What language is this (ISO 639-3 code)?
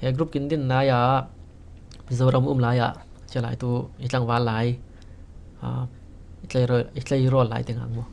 cfm